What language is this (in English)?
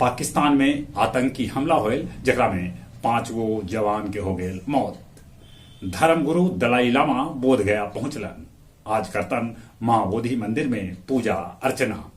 Magahi